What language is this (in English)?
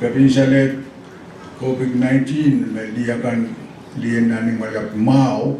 Pohnpeian